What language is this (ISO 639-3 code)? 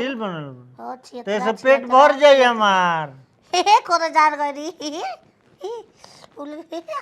bho